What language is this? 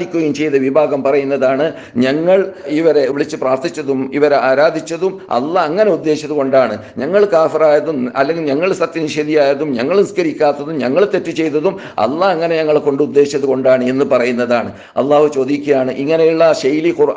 Malayalam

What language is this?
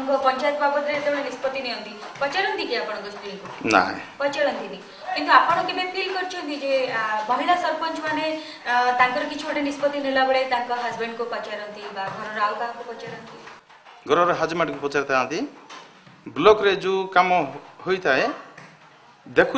Odia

